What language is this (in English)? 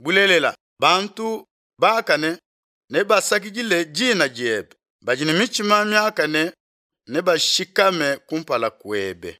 Luba-Lulua